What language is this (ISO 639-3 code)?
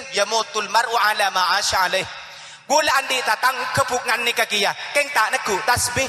mad